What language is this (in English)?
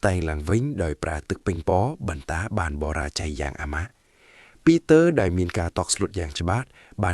Khmer